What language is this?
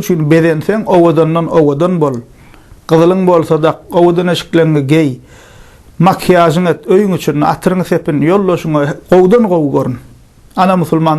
Turkmen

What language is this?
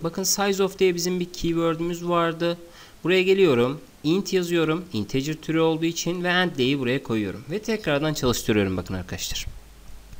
Turkish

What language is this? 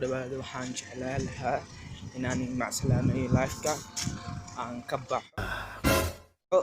Somali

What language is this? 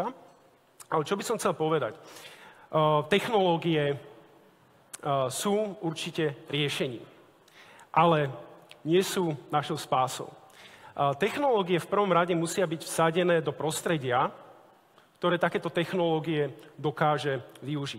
Slovak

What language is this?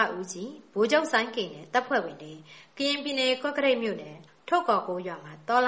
Burmese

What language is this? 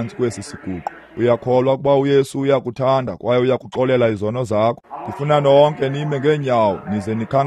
Xhosa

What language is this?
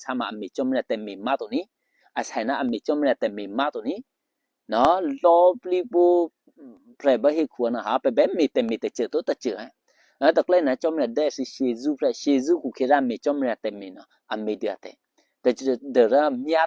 Eastern Kayah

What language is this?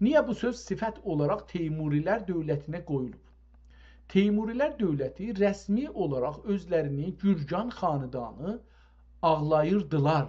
South Azerbaijani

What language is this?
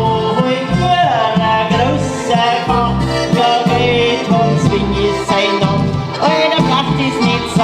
Bavarian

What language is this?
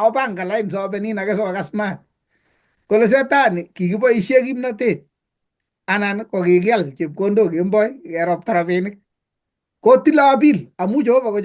Kalenjin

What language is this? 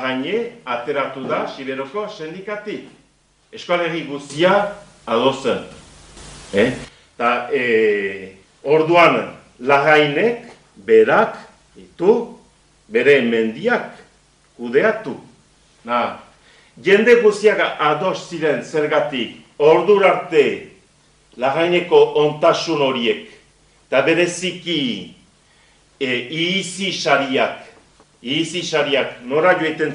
Basque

